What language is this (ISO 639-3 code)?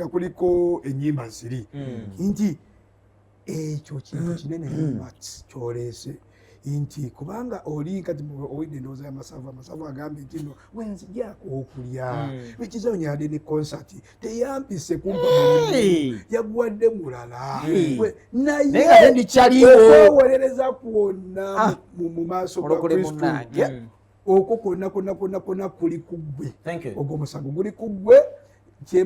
lug